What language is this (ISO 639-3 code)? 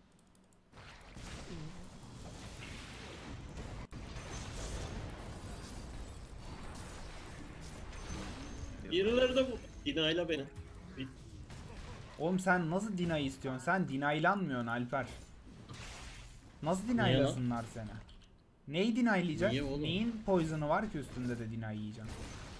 tur